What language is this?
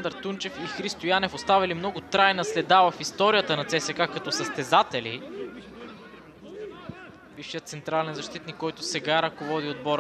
Bulgarian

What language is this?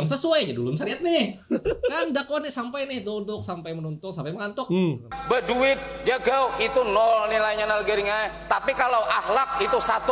Banjar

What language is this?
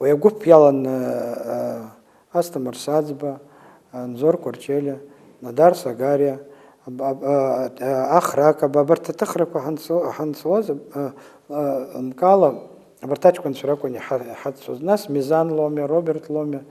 Abkhazian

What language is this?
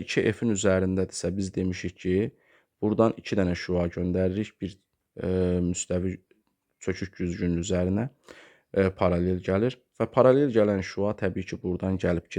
Azerbaijani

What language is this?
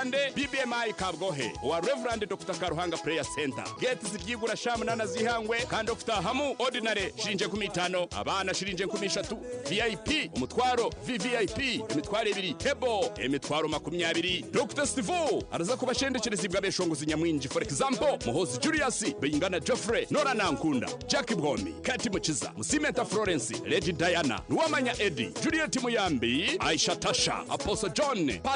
Nyankole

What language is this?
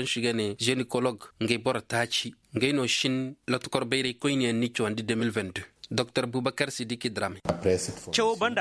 Zarma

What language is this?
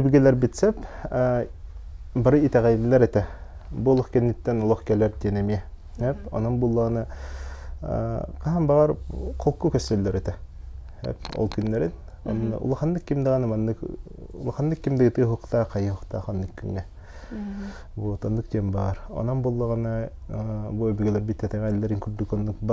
Yakut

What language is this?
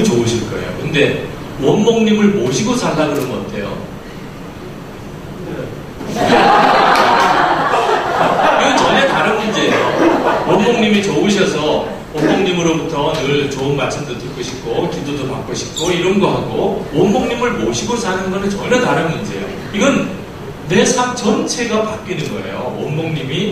Korean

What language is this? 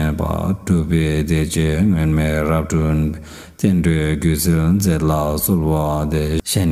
Tibetan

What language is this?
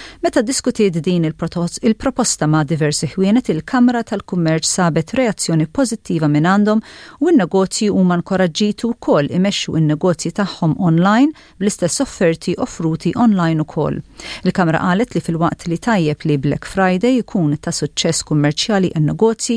Maltese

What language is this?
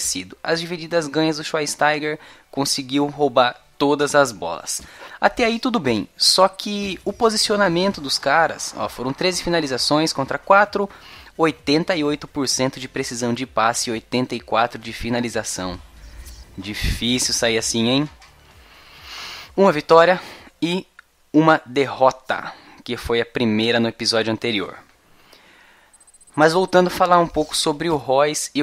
Portuguese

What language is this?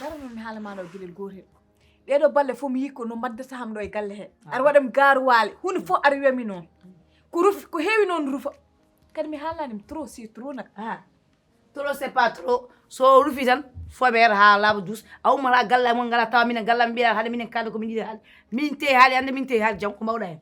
Fula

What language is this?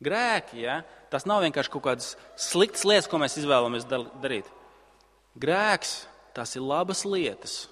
Latvian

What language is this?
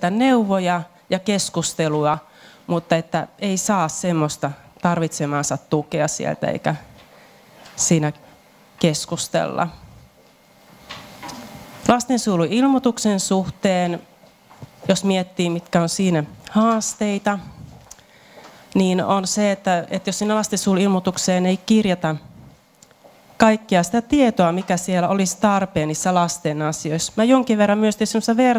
Finnish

